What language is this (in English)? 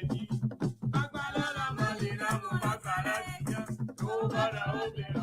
Ewe